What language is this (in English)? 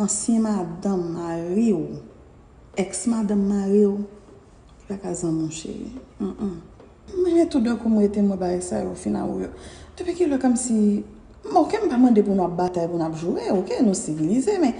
Haitian Creole